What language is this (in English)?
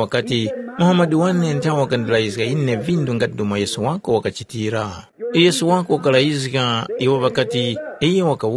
Tumbuka